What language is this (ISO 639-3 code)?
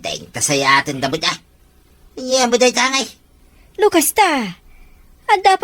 ilo